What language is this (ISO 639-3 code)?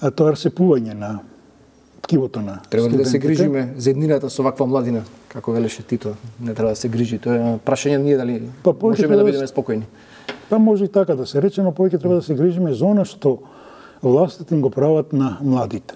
mkd